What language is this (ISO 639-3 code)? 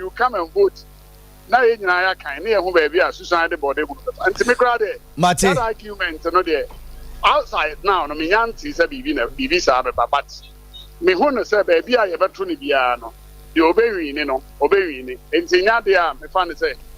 aka